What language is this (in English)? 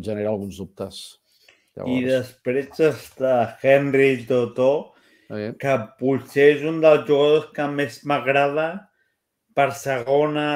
Catalan